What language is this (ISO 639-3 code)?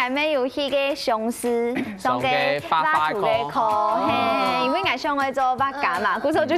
hak